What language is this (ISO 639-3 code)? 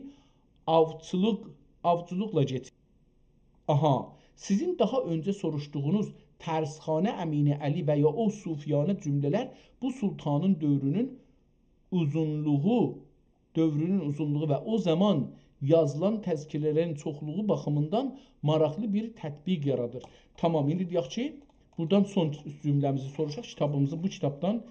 azb